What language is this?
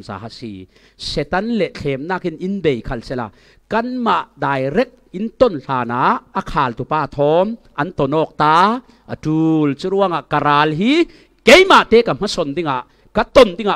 Falam Chin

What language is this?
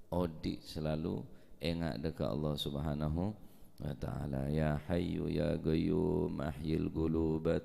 Madurese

